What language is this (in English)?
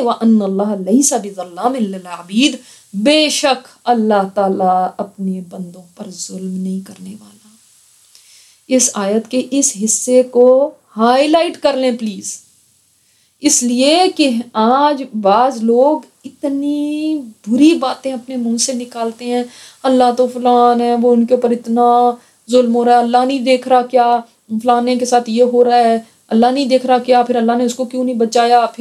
Urdu